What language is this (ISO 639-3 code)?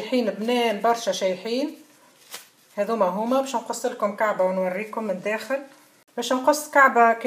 aeb